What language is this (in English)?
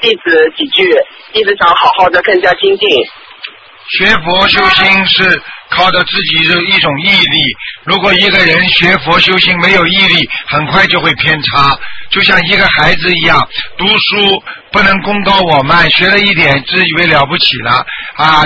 Chinese